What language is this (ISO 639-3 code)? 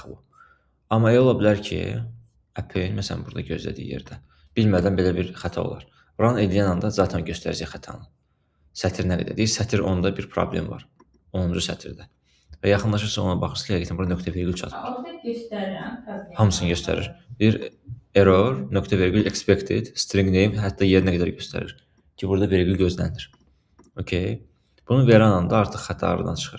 aze